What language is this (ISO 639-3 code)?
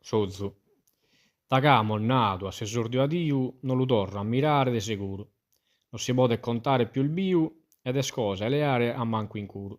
srd